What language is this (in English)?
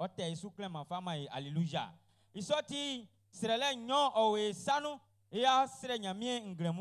Baoulé